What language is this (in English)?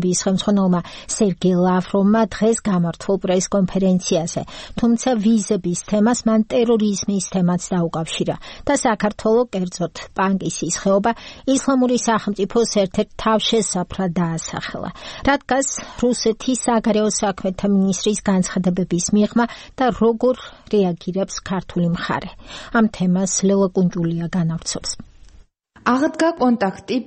Georgian